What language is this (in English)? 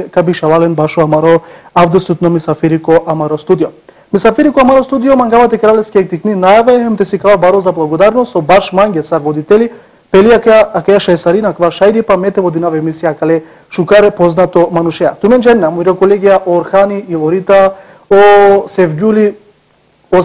Macedonian